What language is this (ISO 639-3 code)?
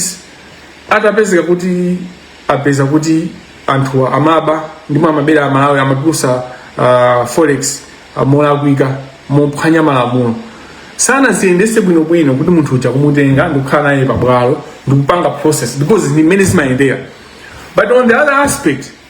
nya